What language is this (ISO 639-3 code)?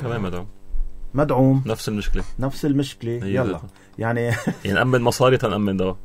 apc